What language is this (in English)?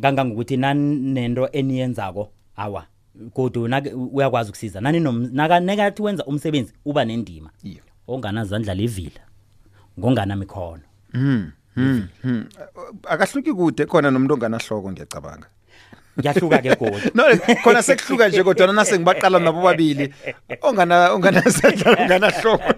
South Ndebele